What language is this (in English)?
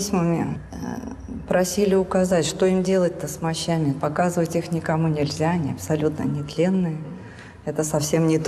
Russian